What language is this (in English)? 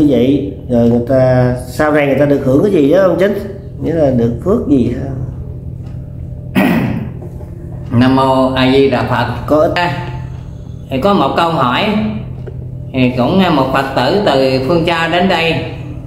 Vietnamese